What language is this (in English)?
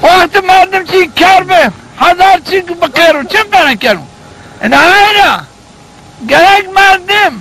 Zaza